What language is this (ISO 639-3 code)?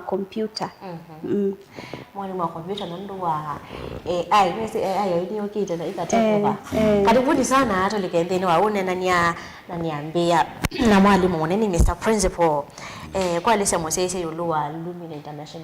kam